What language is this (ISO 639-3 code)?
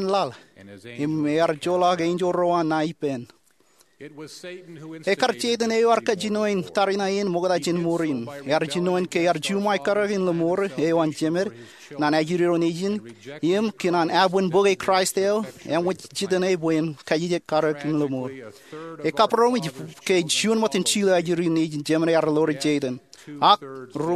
mah